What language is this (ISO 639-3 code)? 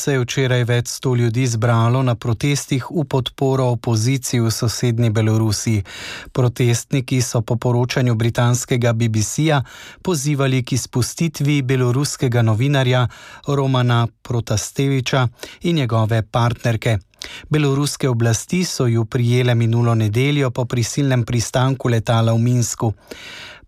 slv